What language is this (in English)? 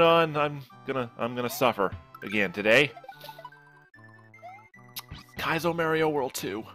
English